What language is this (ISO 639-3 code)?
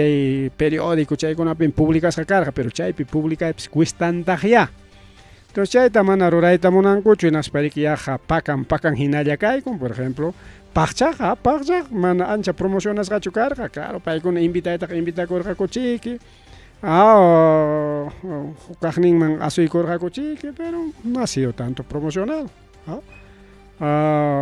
quy